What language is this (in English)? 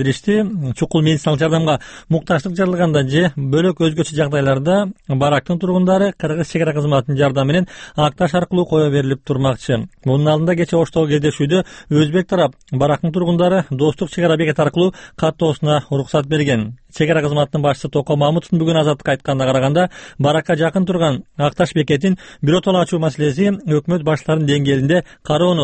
Kyrgyz